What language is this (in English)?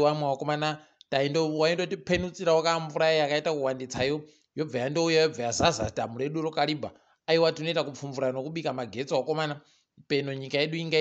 Ndau